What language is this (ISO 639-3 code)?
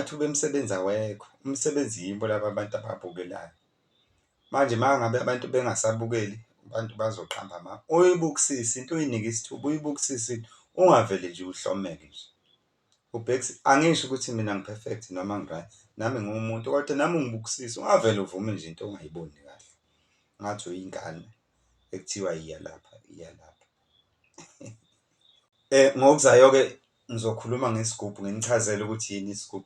zul